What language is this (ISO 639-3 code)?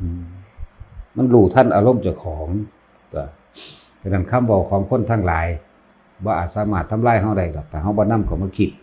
lao